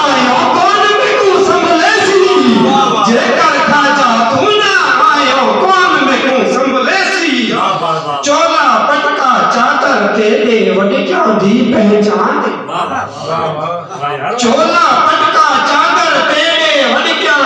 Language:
Saraiki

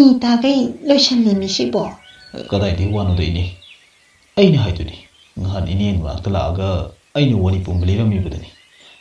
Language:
Manipuri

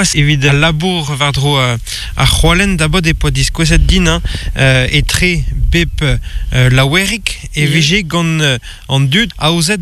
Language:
Breton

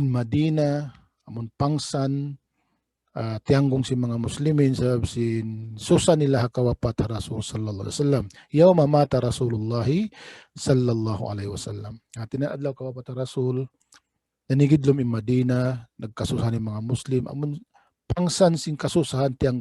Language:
Tausug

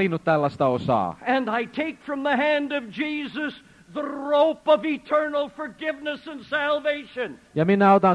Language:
Finnish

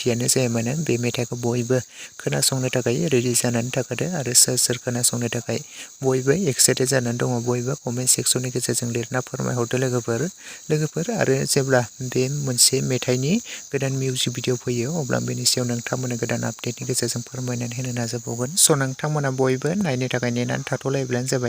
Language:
Bodo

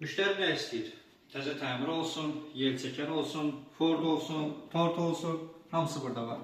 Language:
Azerbaijani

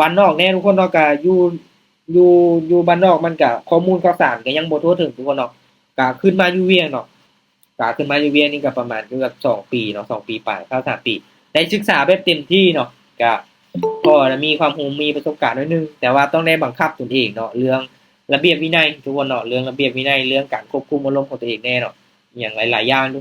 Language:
Lao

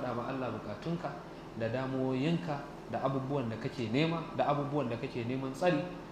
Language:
Hausa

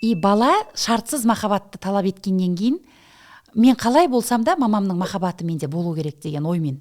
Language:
Kazakh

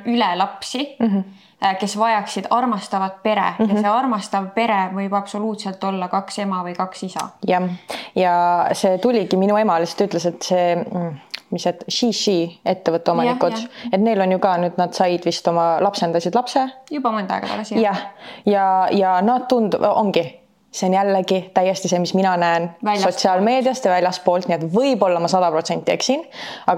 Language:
Estonian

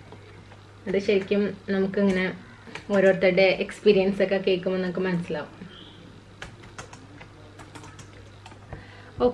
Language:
Malayalam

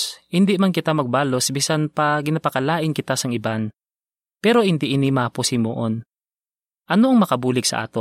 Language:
Hiligaynon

